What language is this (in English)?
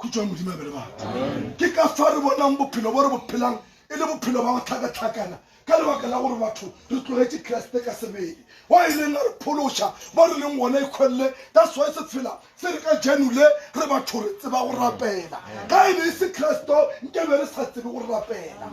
Northern Sotho